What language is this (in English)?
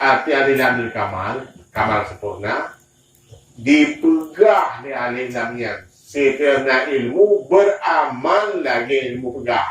Achinese